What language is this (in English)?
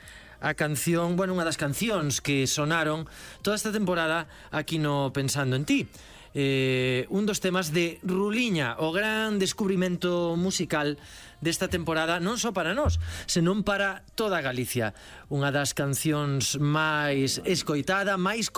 Galician